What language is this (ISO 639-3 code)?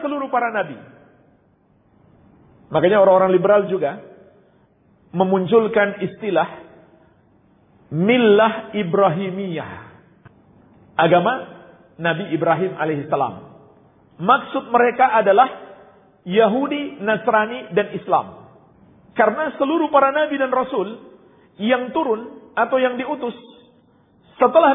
ind